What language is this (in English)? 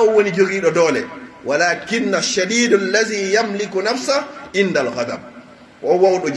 Fula